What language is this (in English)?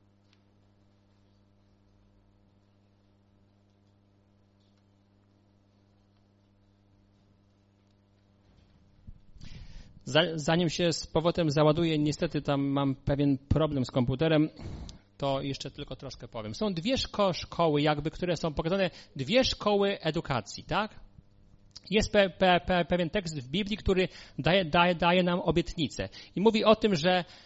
Polish